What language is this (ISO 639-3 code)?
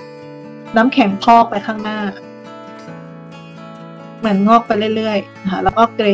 tha